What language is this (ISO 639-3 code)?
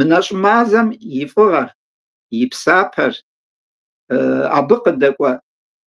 kbd